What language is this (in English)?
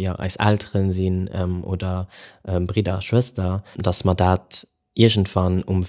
Luxembourgish